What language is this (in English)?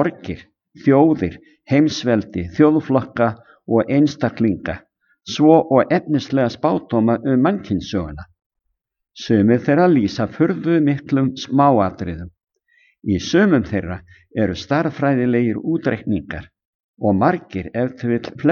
Icelandic